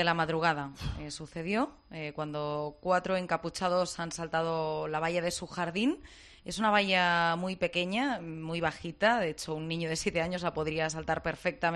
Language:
Spanish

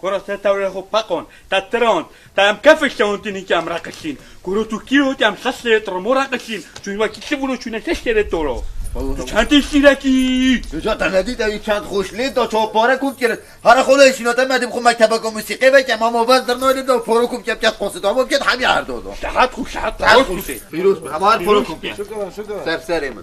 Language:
Kurdish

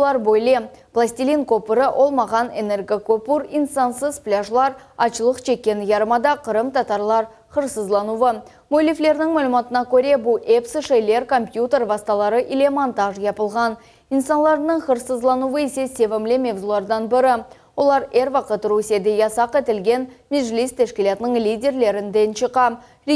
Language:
Crimean Tatar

